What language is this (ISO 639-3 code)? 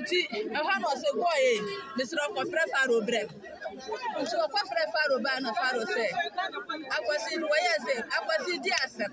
aka